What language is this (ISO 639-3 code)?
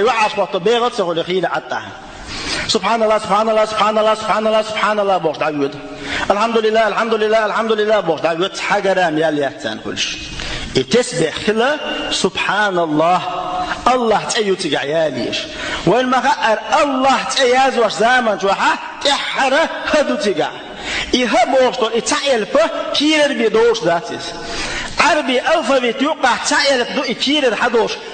che